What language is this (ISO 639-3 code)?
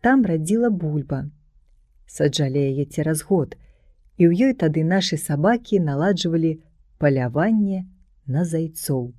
bel